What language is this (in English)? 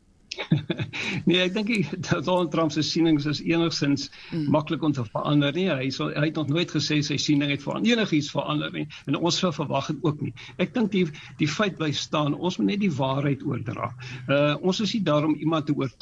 Afrikaans